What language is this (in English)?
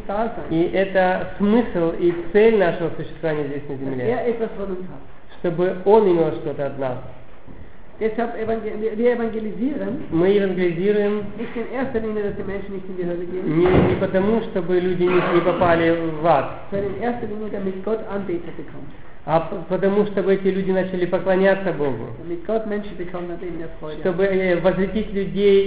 Russian